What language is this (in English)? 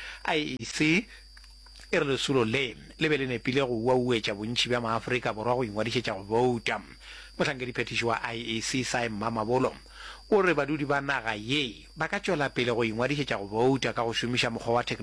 Northern Sotho